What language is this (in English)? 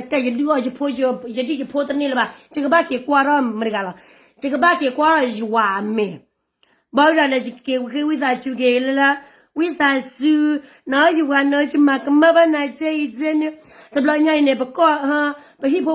S'gaw Karen